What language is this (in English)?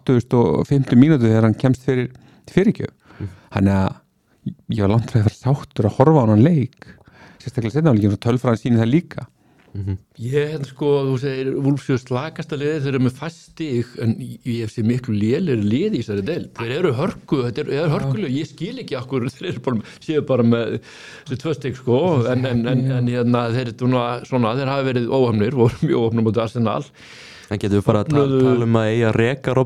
Icelandic